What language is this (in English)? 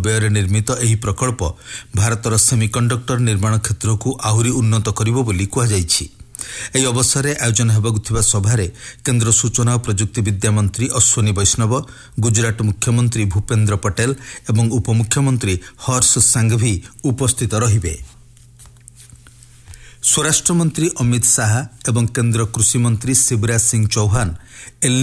Odia